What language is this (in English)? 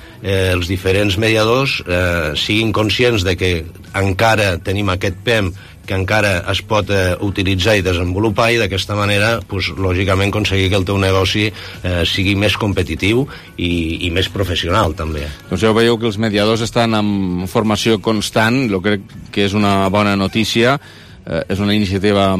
Catalan